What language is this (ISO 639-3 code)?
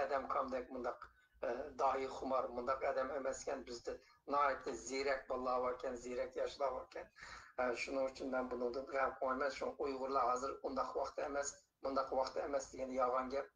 uig